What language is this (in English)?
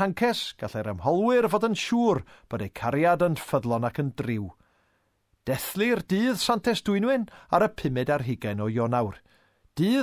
Welsh